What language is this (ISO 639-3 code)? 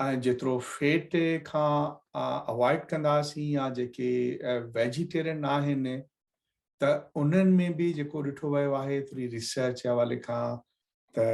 snd